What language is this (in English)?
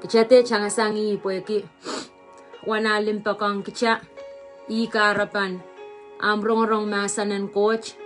Pohnpeian